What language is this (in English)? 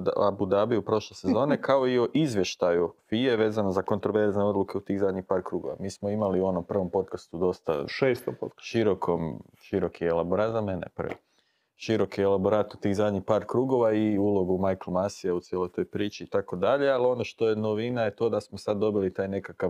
Croatian